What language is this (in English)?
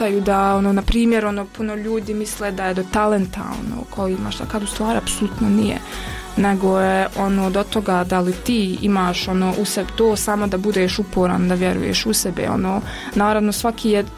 Bosnian